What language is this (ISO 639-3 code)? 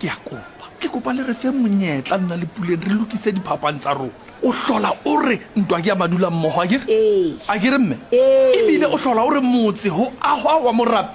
sot